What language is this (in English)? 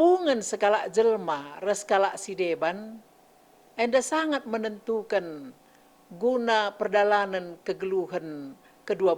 Batak Karo